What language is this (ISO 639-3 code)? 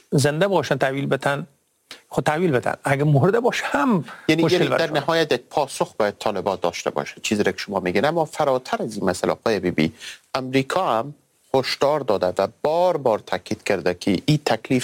fas